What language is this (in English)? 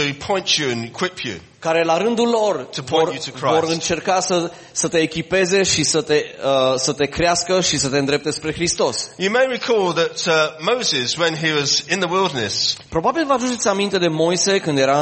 Romanian